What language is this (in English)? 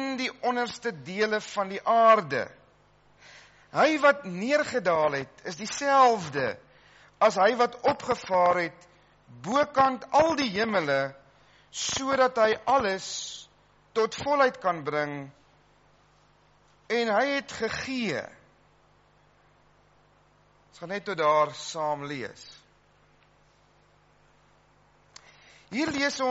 Afrikaans